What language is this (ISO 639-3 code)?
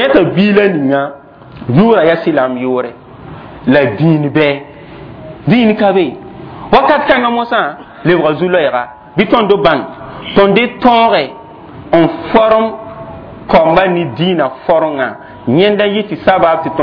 mos